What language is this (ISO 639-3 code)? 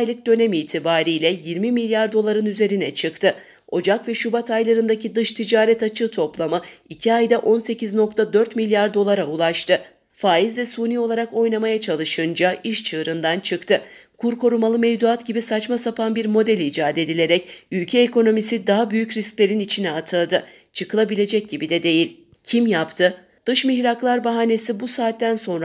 tur